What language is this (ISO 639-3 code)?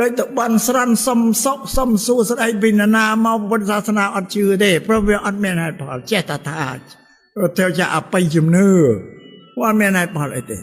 khm